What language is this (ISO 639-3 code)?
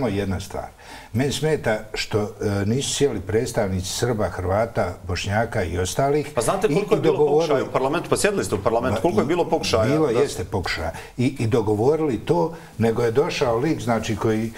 bos